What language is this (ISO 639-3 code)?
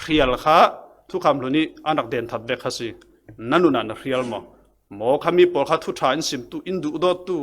cfm